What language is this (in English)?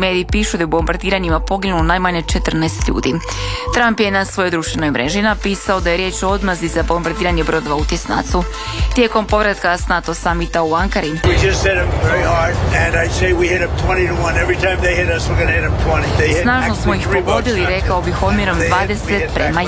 Croatian